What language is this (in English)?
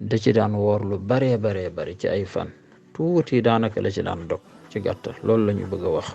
Wolof